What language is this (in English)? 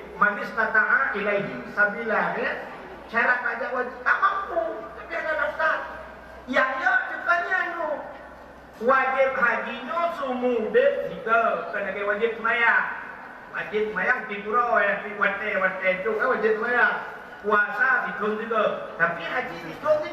Achinese